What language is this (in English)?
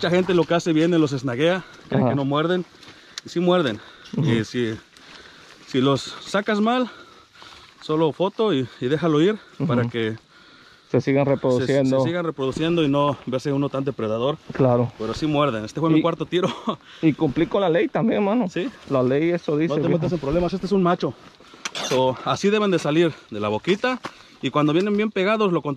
Spanish